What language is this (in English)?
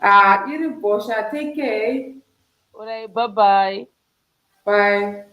Shona